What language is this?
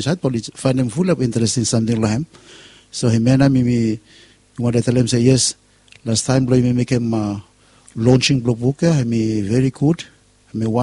Bislama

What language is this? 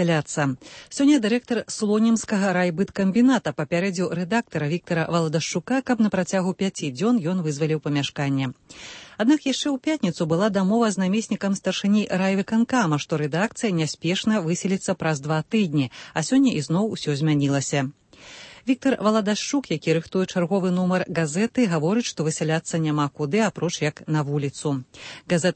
Belarusian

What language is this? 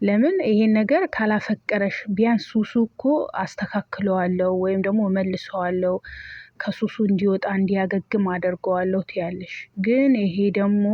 Amharic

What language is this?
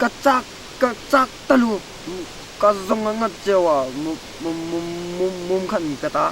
Hmar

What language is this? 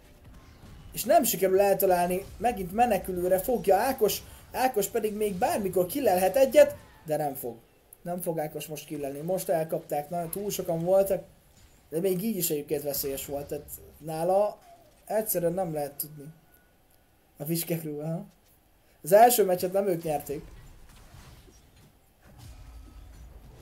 Hungarian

